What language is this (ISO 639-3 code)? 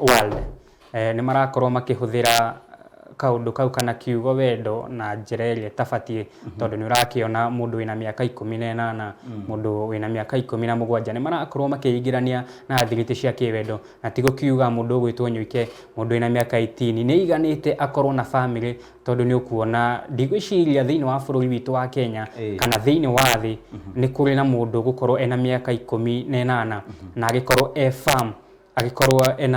kik